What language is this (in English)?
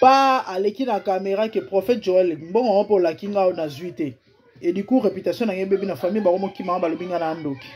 Lingala